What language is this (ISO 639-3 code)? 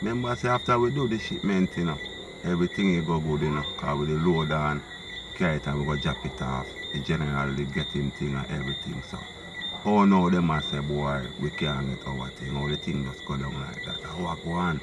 jam